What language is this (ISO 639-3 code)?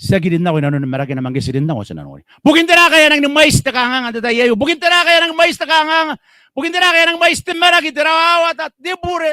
gil